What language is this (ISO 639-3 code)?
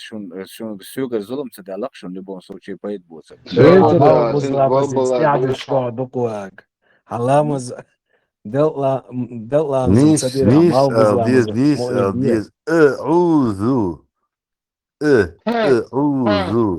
che